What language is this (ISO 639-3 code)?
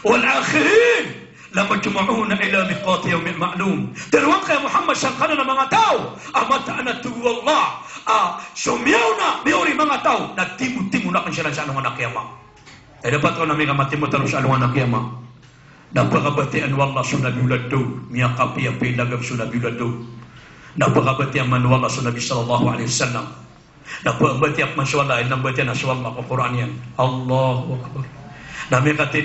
mrw